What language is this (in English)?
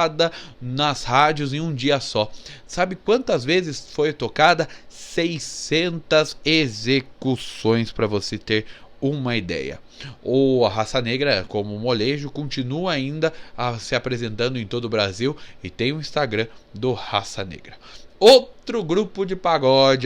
Portuguese